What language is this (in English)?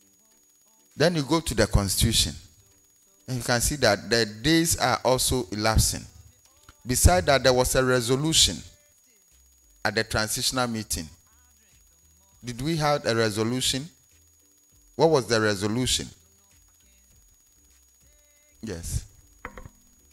English